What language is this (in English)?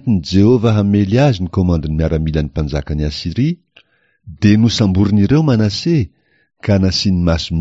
Malagasy